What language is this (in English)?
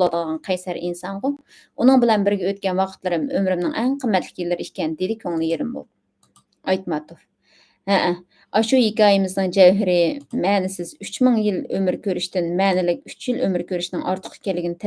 Uyghur